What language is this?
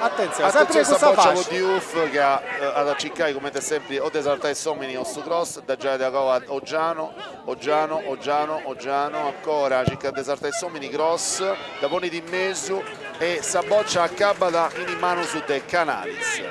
Sardinian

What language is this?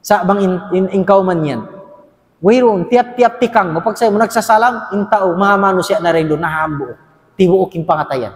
Tausug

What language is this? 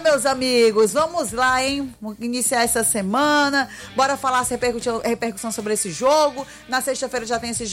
Portuguese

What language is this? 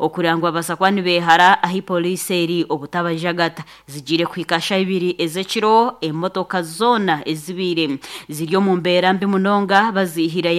Nyankole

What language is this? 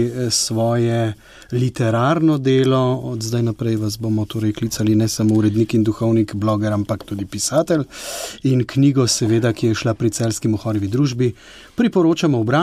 Slovenian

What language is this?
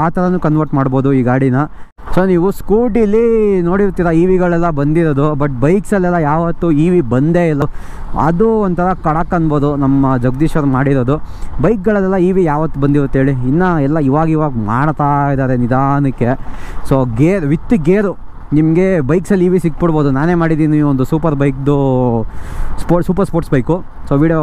Kannada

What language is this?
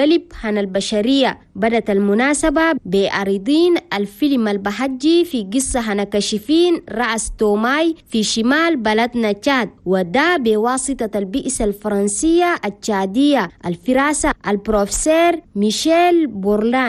Chadian Arabic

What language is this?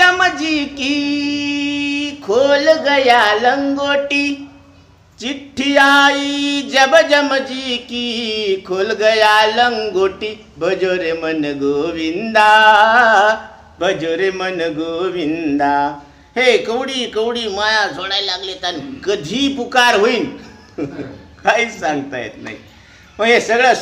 Marathi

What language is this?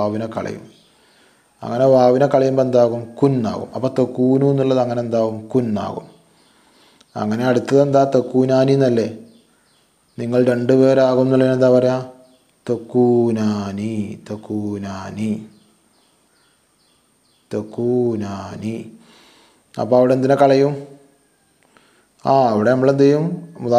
Malayalam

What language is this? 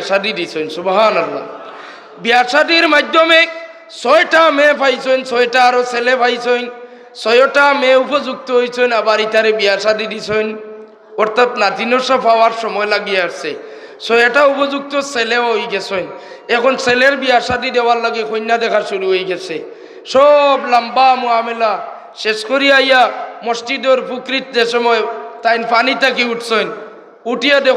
Sylheti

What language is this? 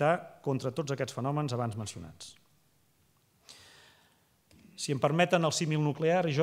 Catalan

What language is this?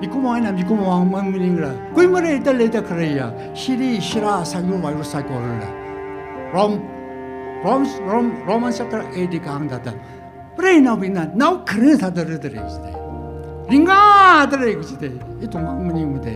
Tangkhul Naga (India)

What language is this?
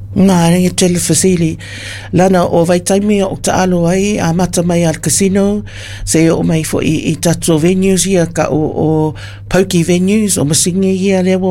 Samoan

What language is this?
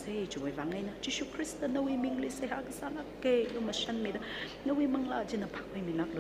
Tangkhul Naga (India)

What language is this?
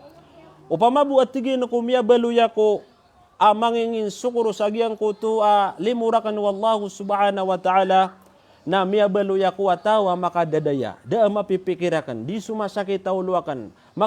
Maranao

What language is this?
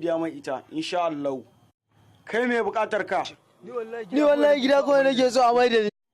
Hausa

